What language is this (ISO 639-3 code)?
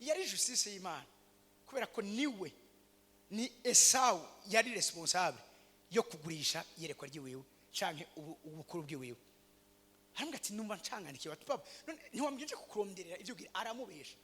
run